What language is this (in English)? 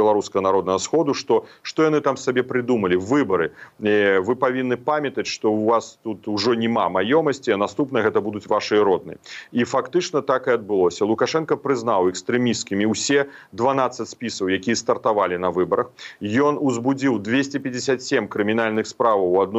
Belarusian